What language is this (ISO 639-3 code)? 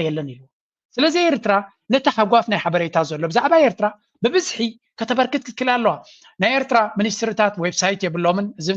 tir